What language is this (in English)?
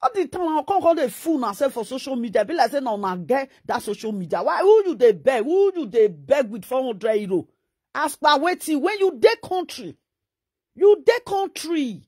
Nigerian Pidgin